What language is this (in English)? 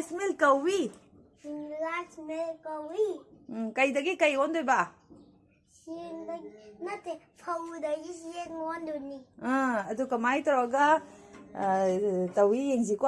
Manipuri